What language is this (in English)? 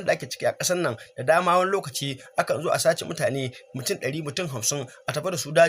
Hausa